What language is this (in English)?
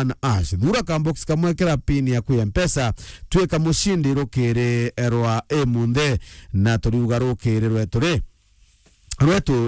Meru